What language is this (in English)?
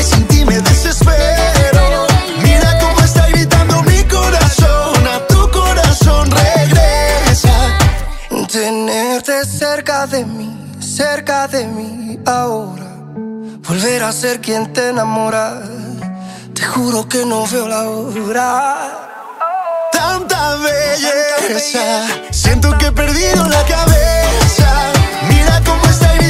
Spanish